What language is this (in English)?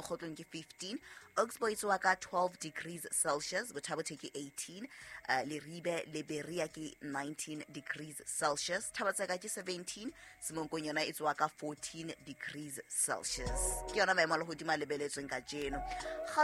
Southern Sotho